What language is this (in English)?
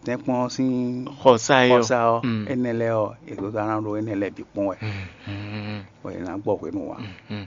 Fon